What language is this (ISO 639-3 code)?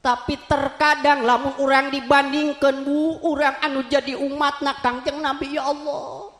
sun